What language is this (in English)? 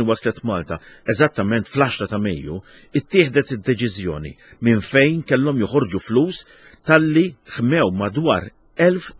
Maltese